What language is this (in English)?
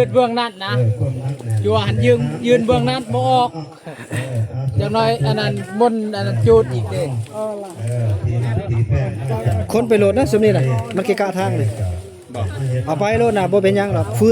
Northeastern Thai